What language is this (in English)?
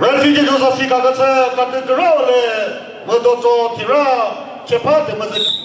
Chokri Naga